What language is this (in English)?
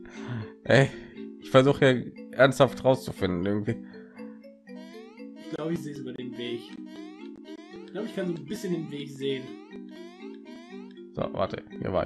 German